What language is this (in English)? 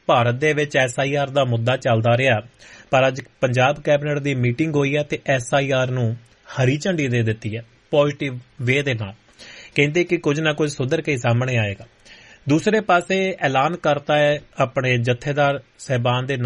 Punjabi